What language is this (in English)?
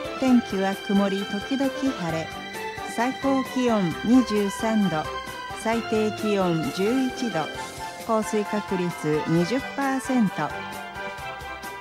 Japanese